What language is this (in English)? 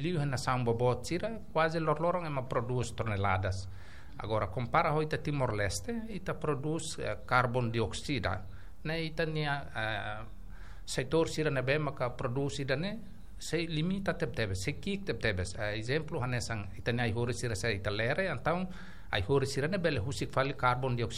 Tetum